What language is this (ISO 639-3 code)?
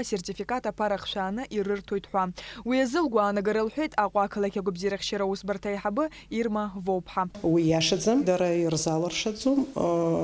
abk